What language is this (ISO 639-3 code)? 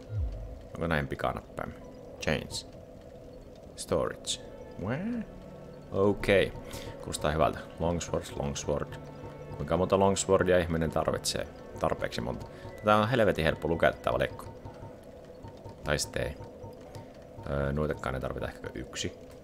fin